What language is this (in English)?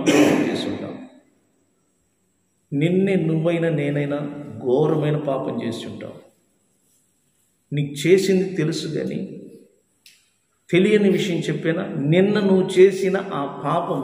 Telugu